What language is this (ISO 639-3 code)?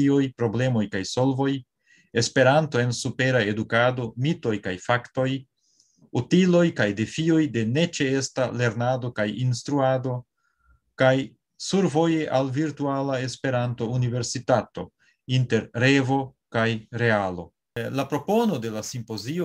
epo